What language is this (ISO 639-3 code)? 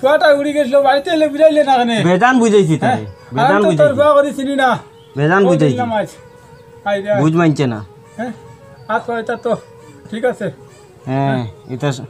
syl